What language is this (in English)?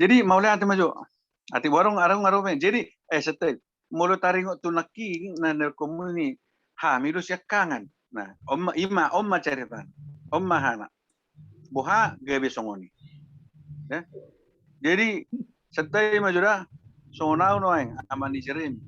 Batak Toba